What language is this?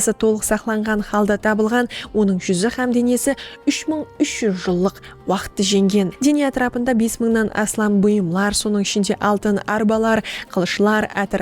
Kara-Kalpak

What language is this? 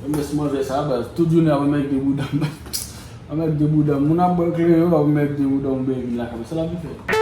Haitian Creole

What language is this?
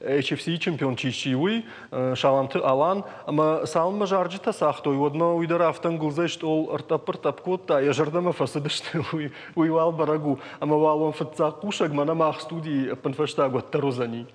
Ossetic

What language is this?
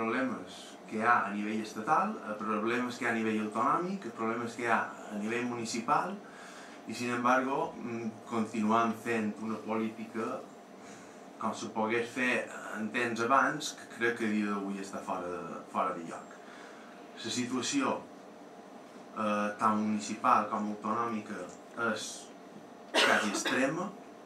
Catalan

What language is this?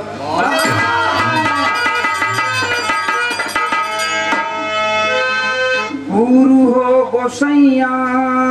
Bhojpuri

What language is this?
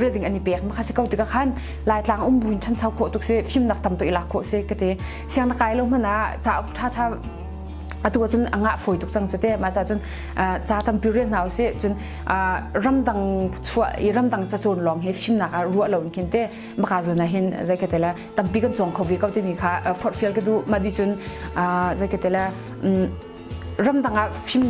Hakha Chin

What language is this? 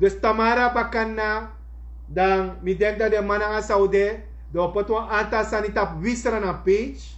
Sranan Tongo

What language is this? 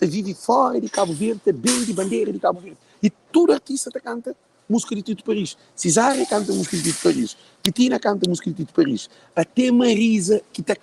Kabuverdianu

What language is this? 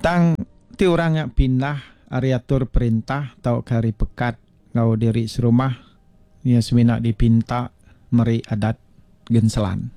Iban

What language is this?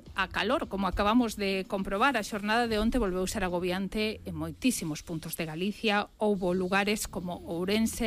Galician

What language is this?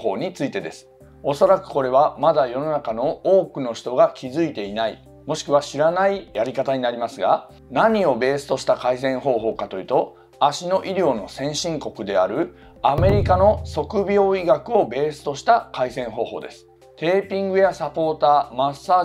Japanese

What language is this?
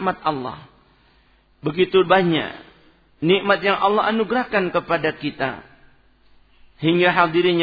Indonesian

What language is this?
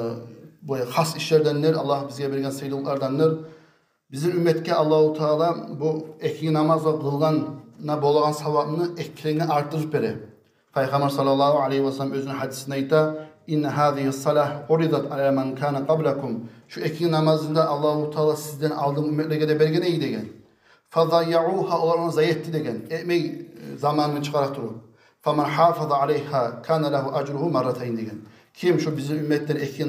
Kumyk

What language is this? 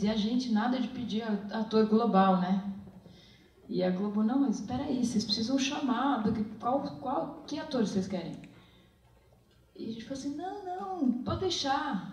Portuguese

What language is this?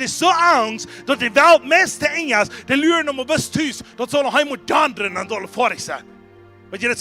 Plautdietsch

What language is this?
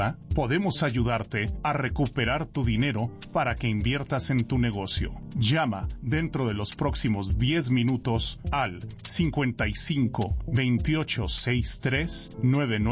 Spanish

